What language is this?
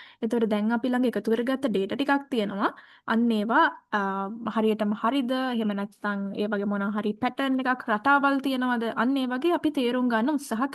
Sinhala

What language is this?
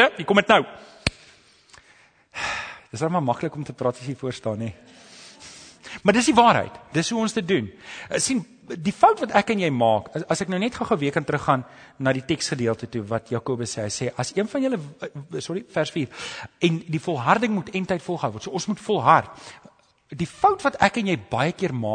Afrikaans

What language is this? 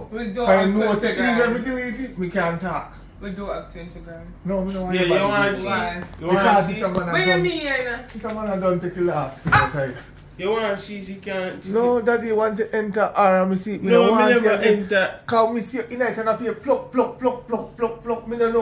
Jamaican Creole English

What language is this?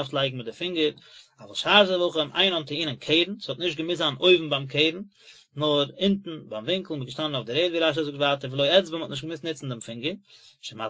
Yiddish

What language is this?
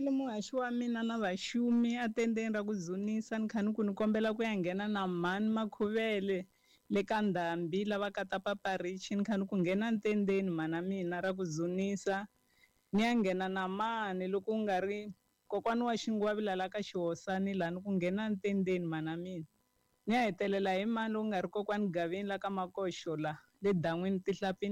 Tsonga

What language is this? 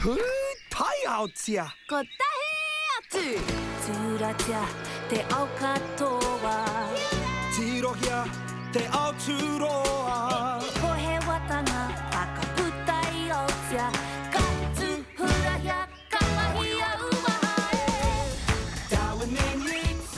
Māori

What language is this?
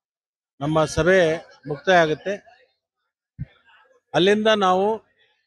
Kannada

